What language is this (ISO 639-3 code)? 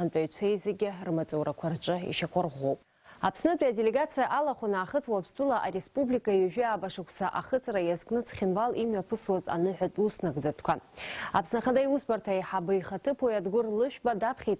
abk